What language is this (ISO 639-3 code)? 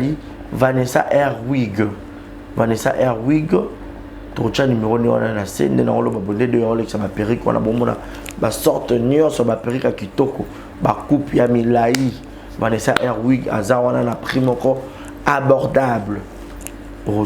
lin